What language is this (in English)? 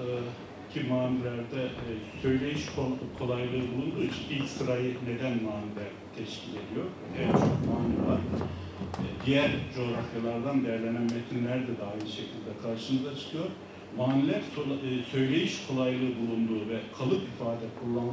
Turkish